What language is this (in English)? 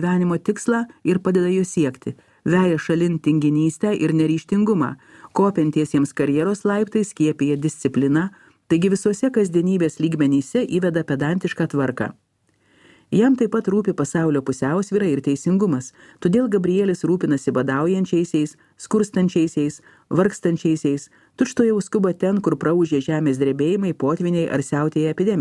Lithuanian